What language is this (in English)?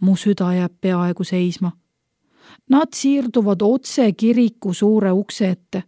Estonian